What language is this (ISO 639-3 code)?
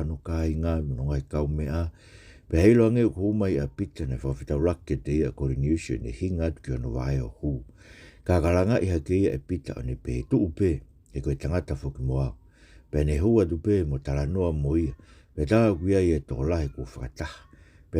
ton